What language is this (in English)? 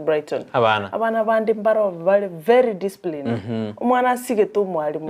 Gusii